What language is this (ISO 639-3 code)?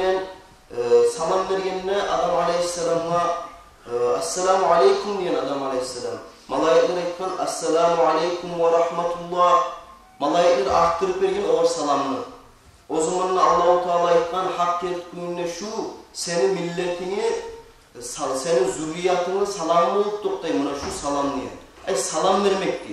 kum